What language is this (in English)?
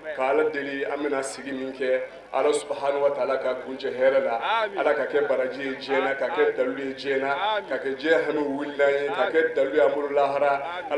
Bambara